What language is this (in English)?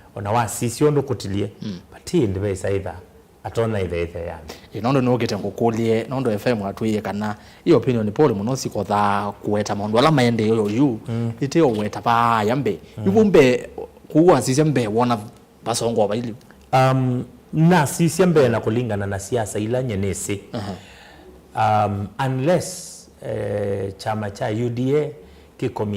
Kamba